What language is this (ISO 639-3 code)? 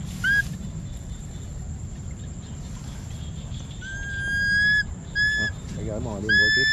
vie